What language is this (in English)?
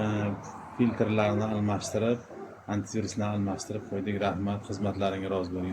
Uzbek